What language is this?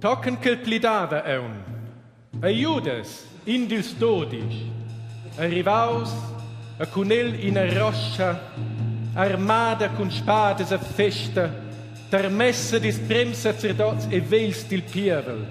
Romansh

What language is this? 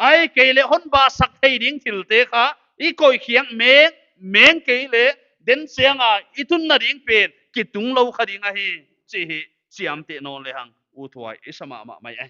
Paite Chin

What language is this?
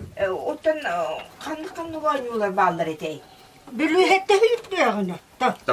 Yakut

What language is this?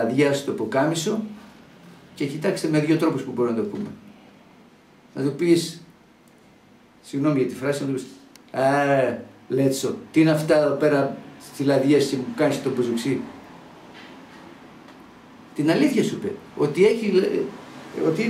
Greek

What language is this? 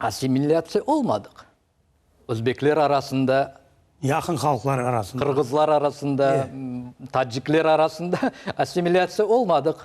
Crimean Tatar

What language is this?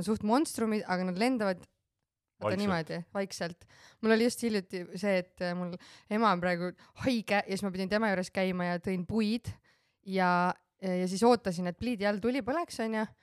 Estonian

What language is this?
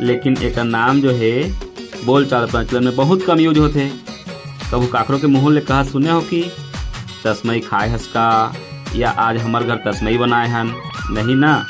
Chhattisgarhi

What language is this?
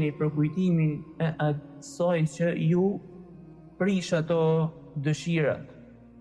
Albanian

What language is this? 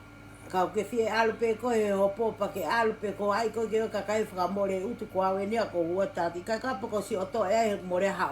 Tongan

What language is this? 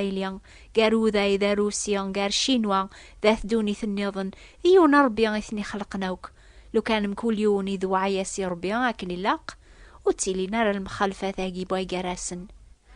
Kabyle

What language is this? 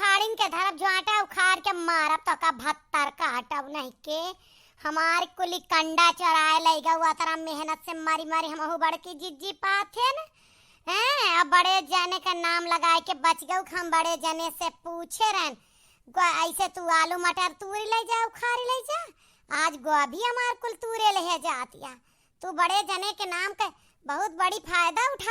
Awadhi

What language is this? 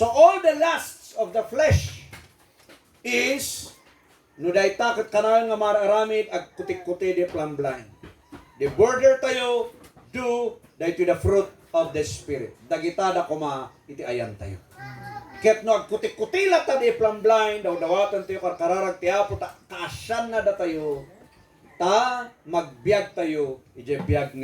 Iloko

